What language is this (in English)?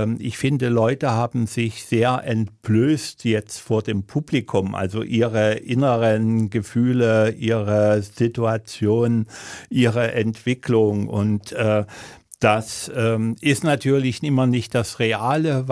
German